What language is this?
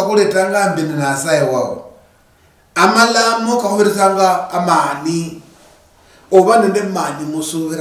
Luyia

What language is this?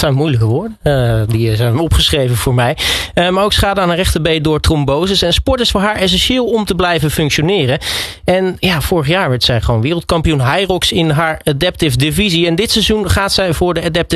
Dutch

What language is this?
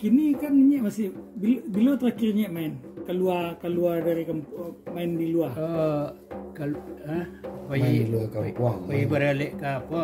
Minangkabau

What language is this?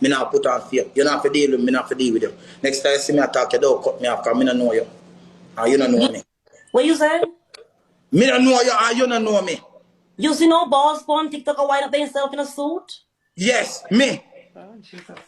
Jamaican Creole English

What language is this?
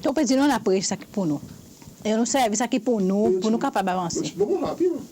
Seselwa Creole French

